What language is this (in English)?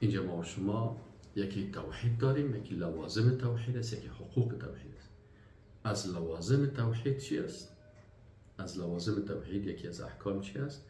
Persian